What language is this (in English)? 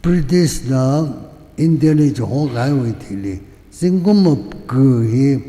Tangkhul Naga (India)